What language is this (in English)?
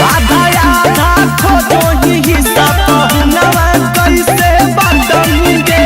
Magahi